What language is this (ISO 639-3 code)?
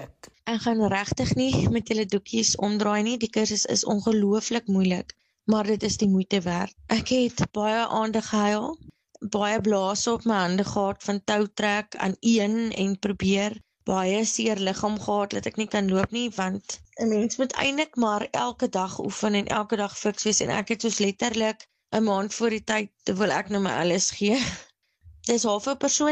afr